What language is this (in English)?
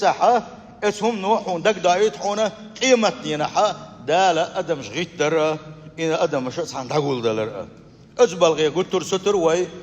Chechen